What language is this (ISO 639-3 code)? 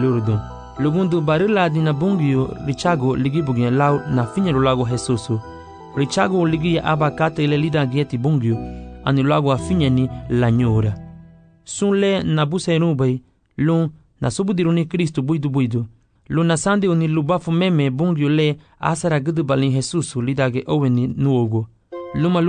cab